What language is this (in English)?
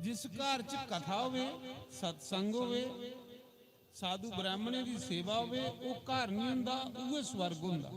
Dogri